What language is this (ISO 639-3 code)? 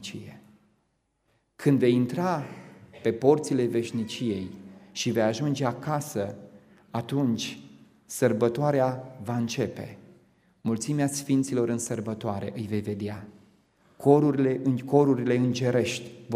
ron